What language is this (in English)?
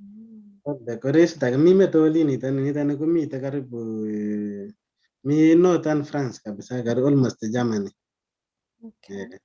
Kalenjin